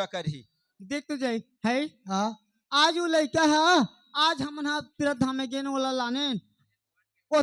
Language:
Chhattisgarhi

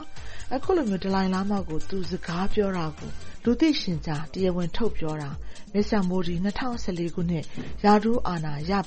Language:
Burmese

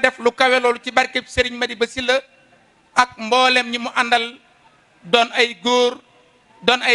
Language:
Wolof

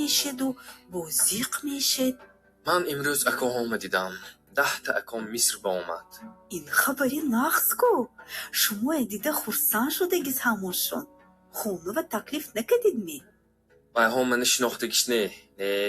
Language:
Tajik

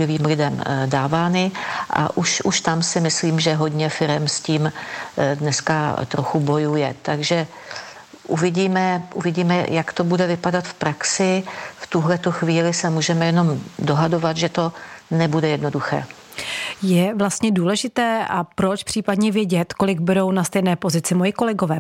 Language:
Czech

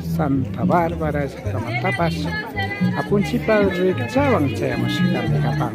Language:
Imbabura Highland Quichua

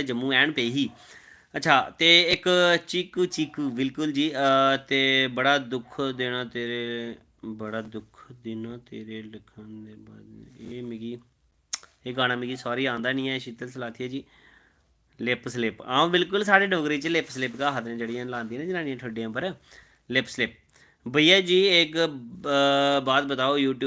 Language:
Dogri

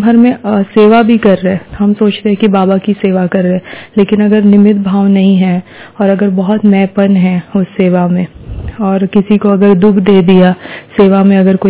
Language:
Hindi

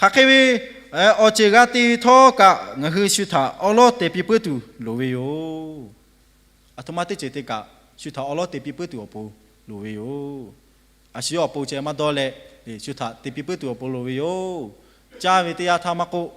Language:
Lahu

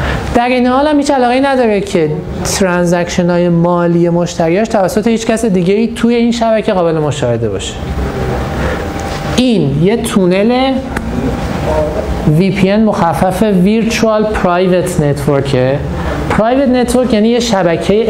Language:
Persian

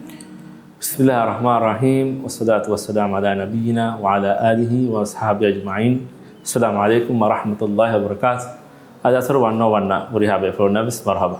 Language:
Divehi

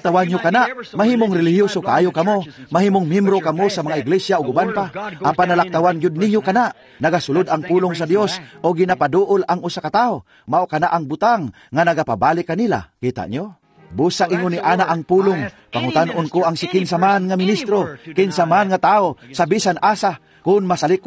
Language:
Cebuano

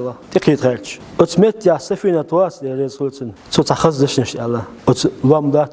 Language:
Chechen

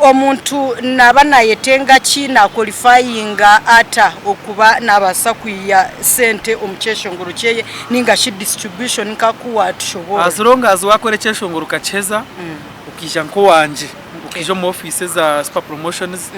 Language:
Nyankole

